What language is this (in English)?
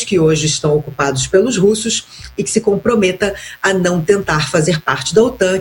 Portuguese